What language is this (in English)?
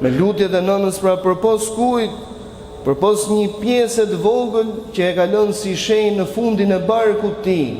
Albanian